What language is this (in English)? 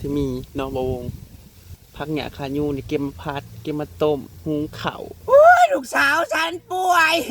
Northeastern Thai